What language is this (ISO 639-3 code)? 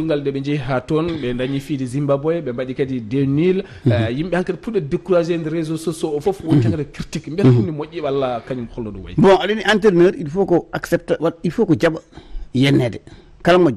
ful